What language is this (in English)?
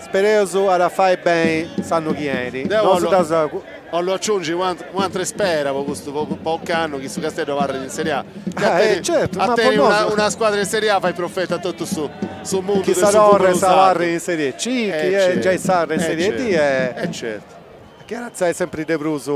Sardinian